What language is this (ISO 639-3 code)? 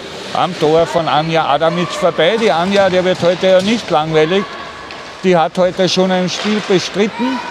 deu